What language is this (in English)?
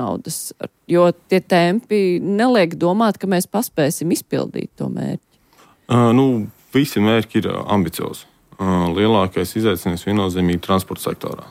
Latvian